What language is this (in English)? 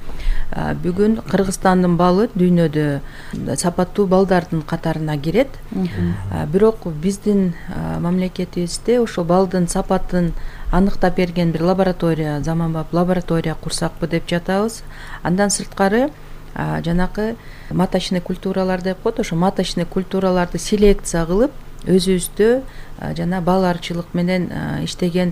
Kyrgyz